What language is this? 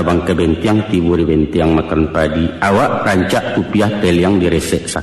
Minangkabau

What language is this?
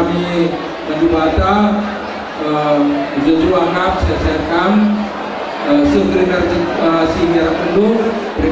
Batak Karo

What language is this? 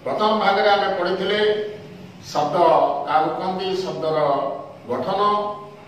Odia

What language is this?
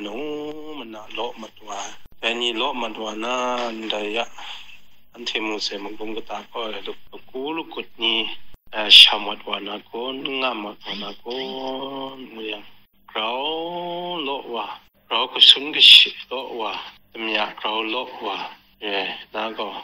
Kachin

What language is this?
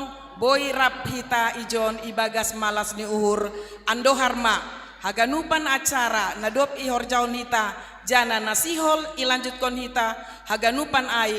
Batak Simalungun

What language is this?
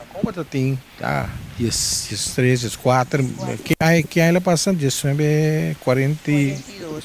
Papiamento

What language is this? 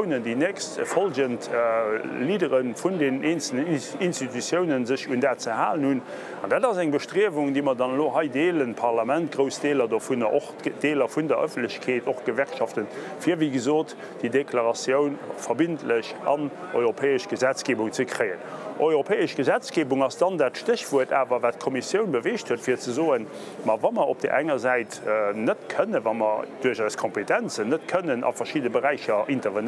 Luxembourgish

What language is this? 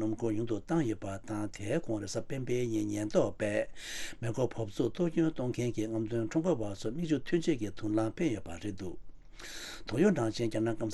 Tibetan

